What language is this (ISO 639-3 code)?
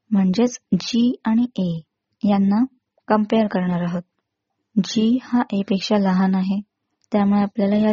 mar